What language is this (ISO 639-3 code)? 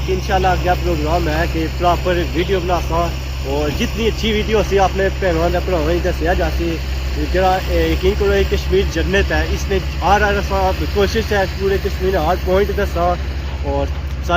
phr